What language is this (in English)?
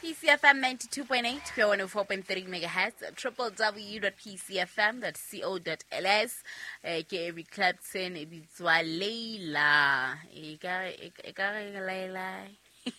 Southern Sotho